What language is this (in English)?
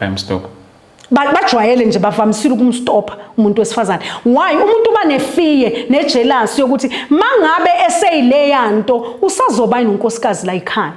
Zulu